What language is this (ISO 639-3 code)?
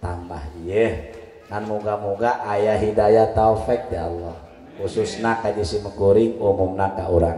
sun